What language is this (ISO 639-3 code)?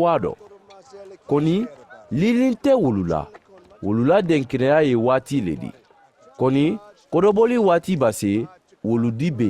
man